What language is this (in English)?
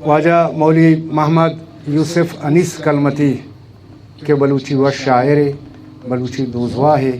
Baluchi